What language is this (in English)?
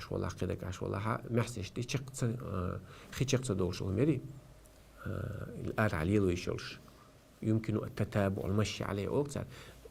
Chechen